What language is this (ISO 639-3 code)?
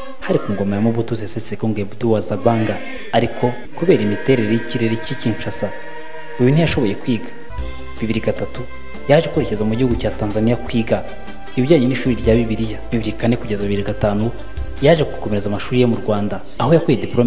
kin